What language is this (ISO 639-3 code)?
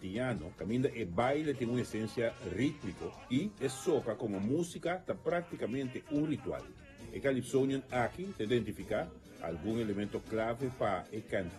pap